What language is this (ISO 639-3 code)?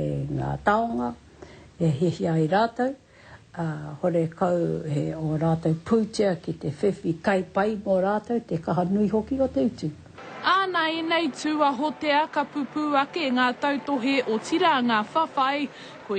mri